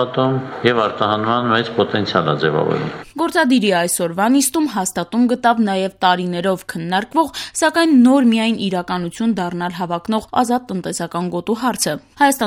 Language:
Armenian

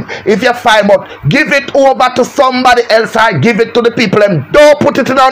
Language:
Jamaican Creole English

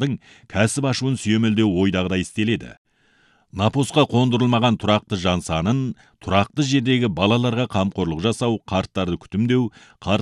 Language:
Kazakh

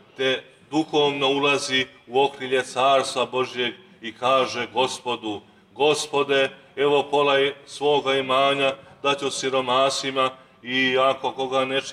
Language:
Serbian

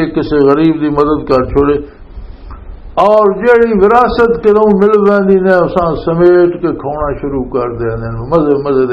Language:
Western Panjabi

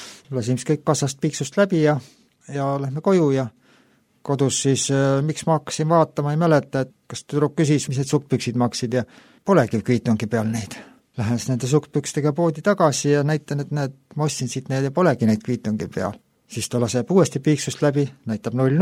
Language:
Estonian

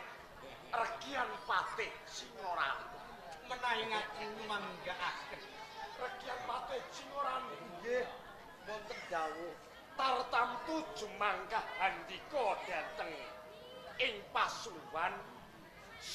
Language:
Javanese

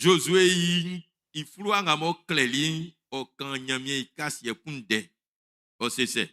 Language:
Baoulé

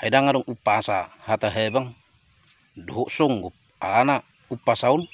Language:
Batak Toba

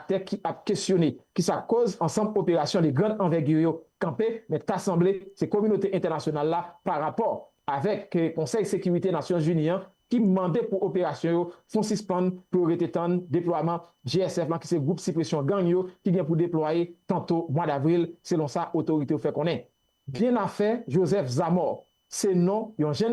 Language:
Haitian Creole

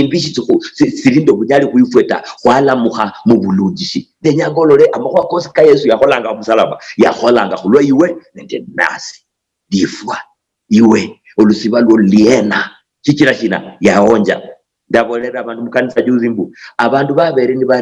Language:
Luyia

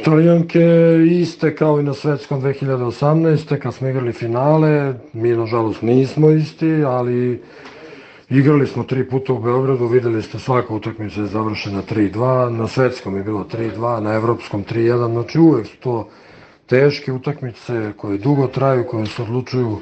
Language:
Serbian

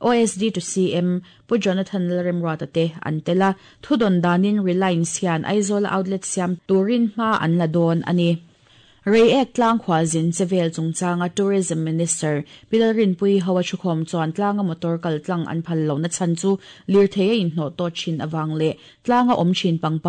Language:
Mizo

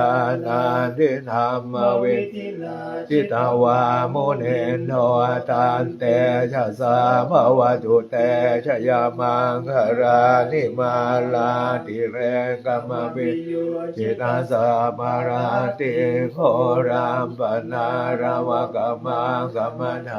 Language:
Pali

